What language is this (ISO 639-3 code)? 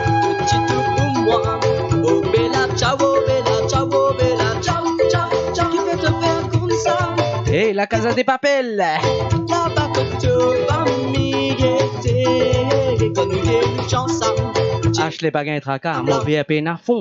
mfe